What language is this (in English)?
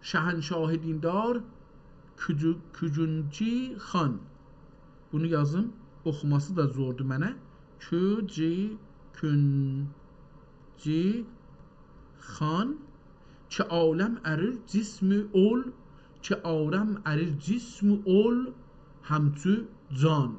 South Azerbaijani